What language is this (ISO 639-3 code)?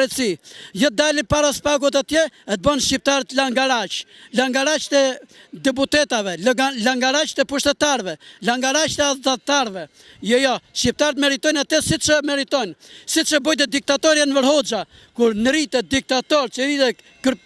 sqi